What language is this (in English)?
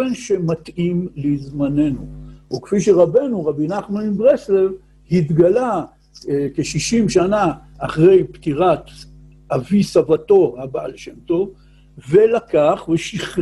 Hebrew